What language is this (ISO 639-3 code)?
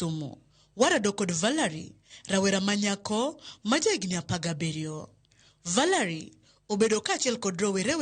luo